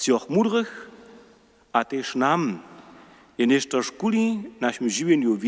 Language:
Upper Sorbian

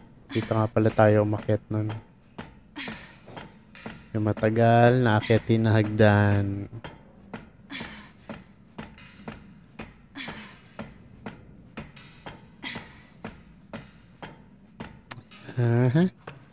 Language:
Filipino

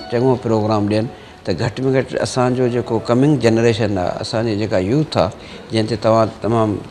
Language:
Sindhi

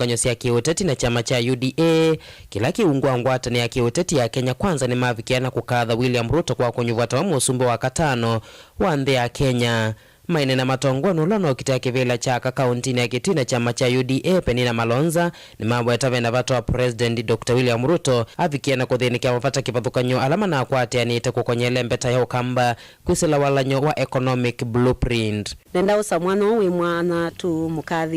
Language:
Kamba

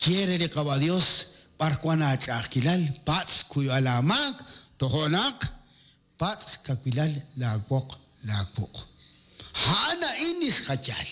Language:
Kekchí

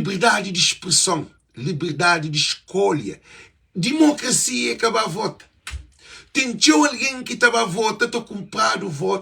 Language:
Kabuverdianu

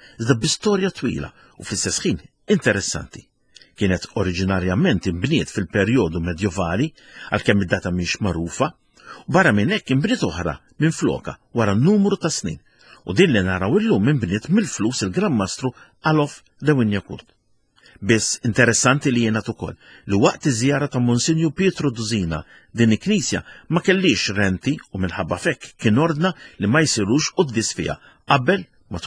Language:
Maltese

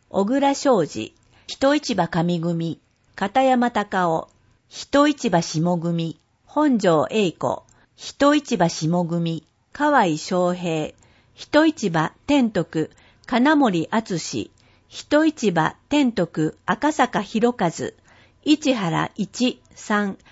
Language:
Japanese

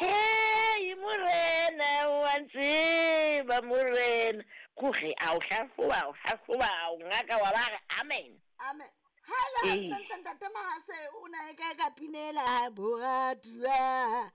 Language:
Southern Sotho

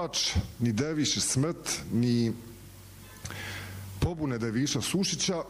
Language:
Bosnian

